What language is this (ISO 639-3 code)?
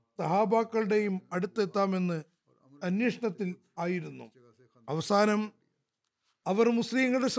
mal